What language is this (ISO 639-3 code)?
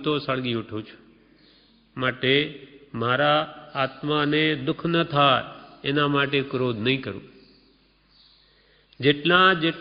guj